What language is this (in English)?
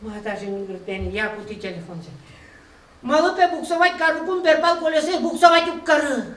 Udmurt